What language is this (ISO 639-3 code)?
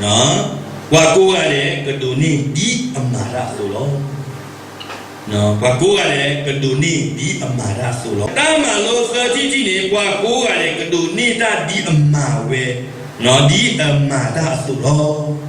ksw